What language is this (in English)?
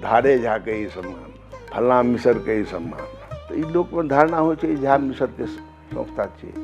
Maithili